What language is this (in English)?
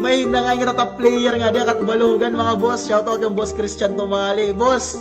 Waray